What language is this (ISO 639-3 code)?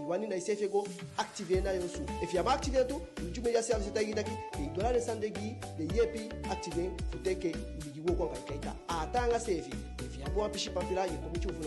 djk